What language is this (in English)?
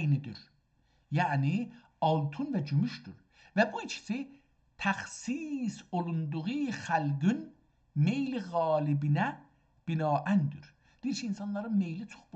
South Azerbaijani